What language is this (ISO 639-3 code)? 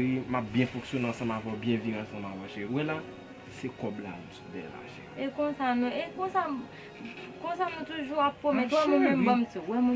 hat